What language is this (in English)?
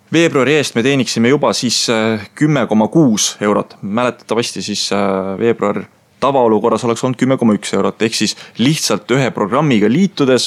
Estonian